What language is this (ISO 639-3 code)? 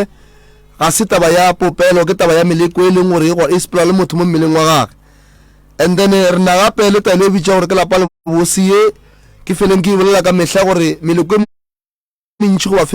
nso